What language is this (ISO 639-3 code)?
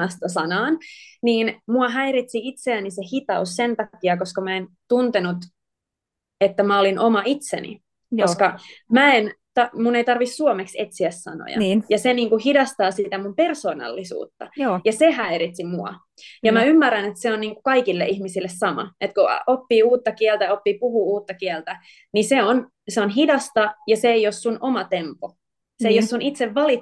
fin